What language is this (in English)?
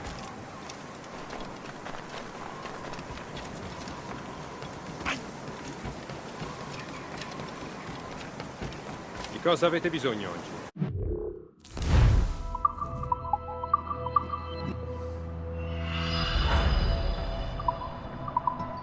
Italian